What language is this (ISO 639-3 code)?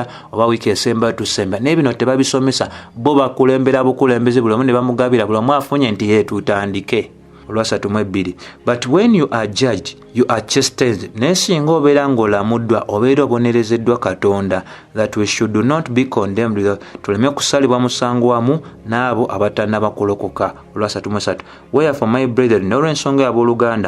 lug